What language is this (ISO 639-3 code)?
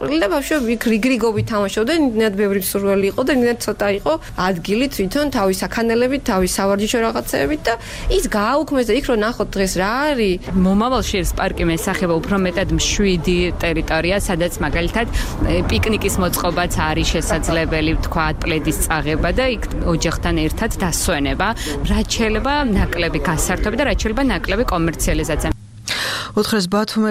kat